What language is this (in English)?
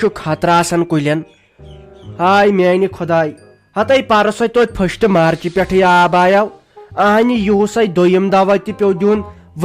Kashmiri